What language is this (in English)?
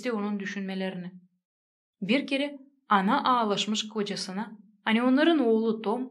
Gagauz